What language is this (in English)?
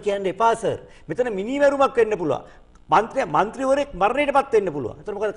Sinhala